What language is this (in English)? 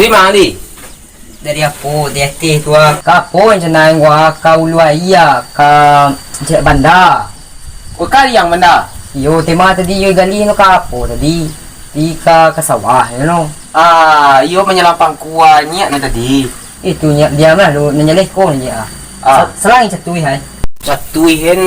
Minangkabau